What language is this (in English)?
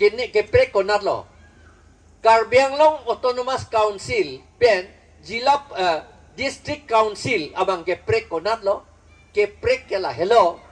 Karbi